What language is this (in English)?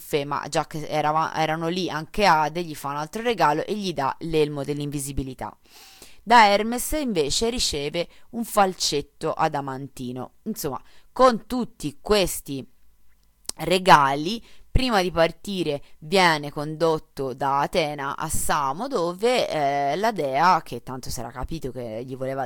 Italian